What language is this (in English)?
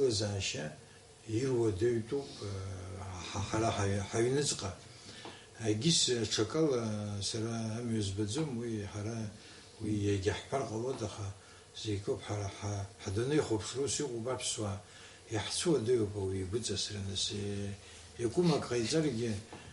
Abkhazian